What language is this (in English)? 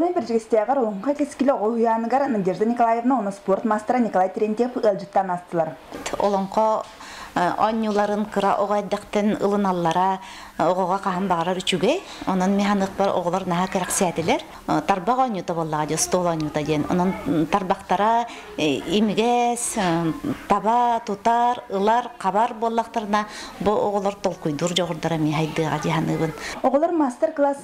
Yakut